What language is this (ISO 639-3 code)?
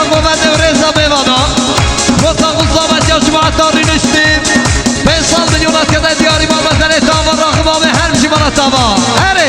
kur